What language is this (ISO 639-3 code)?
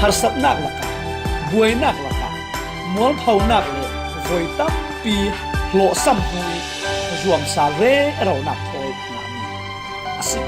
cfm